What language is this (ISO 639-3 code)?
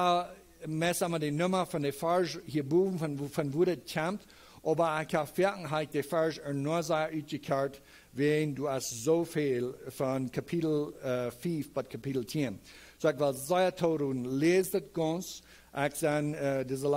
pdt